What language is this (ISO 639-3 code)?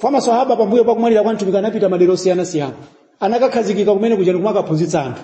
nya